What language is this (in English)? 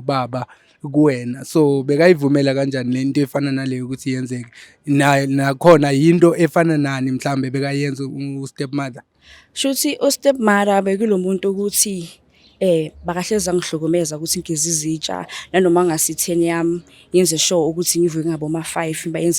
Zulu